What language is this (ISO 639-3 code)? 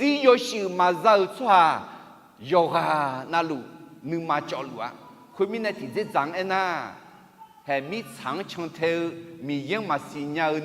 ahk